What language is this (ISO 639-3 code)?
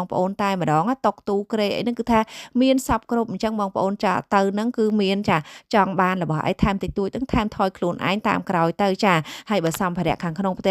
khm